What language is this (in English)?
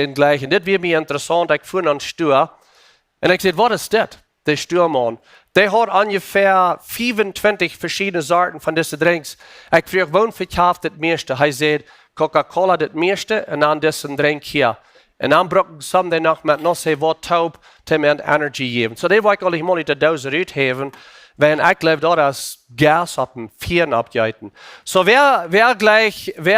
Plautdietsch